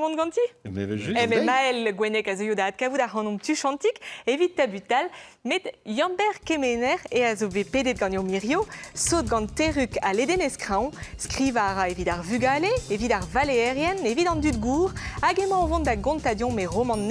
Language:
Breton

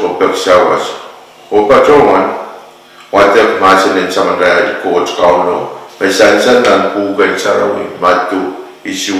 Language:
Pohnpeian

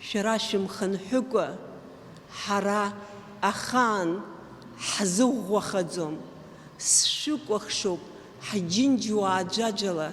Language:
Abkhazian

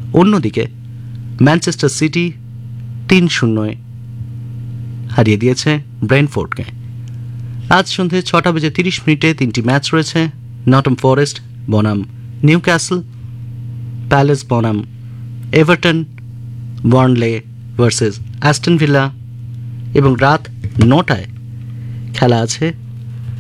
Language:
Bangla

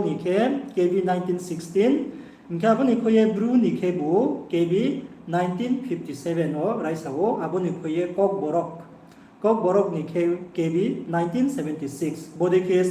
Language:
Riang (India)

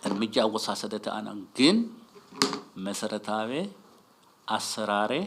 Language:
Sidamo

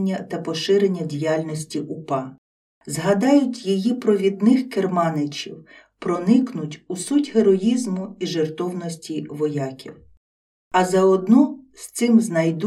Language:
Ukrainian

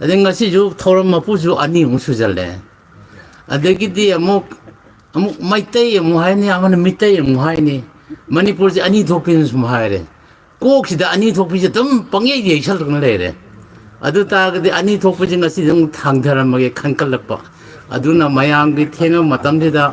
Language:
Manipuri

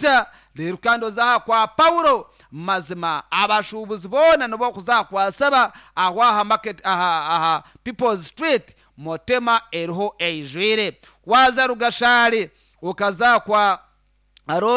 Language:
Nyankole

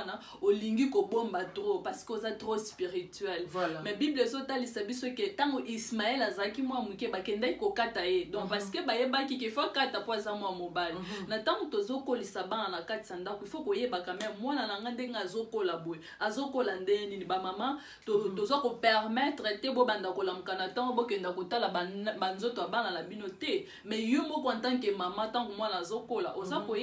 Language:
Lingala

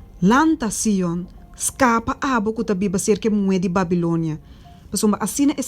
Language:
Papiamento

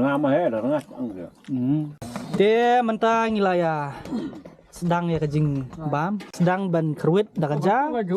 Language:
Khasi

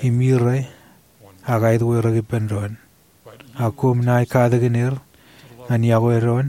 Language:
Marshallese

